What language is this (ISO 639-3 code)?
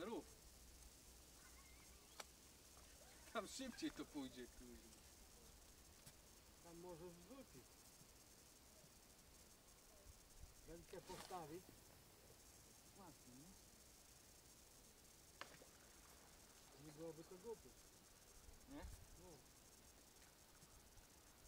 pol